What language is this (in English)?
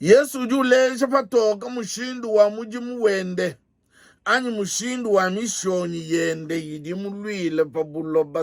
Luba-Lulua